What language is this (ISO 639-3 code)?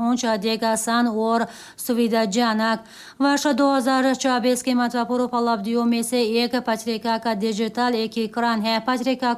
hin